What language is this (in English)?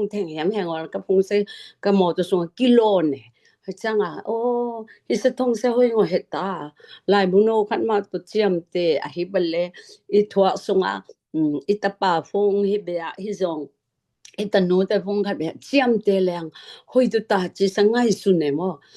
Tedim Chin